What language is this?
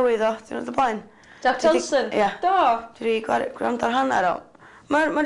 Welsh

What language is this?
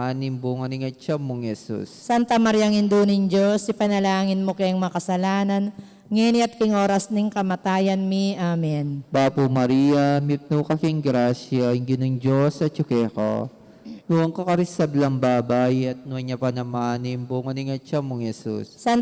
Pampanga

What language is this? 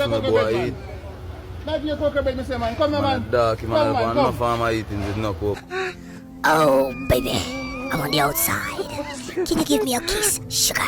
Jamaican Creole English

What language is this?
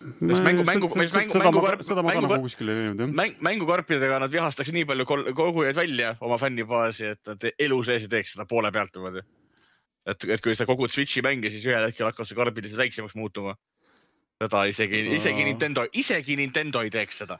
Estonian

